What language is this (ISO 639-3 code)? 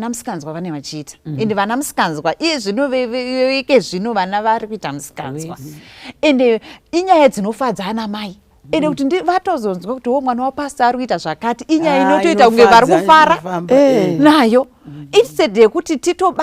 sna